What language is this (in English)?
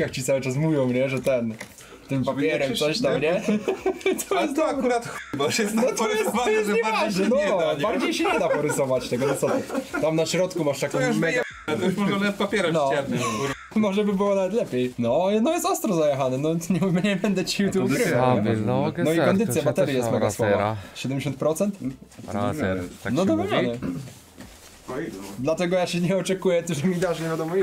Polish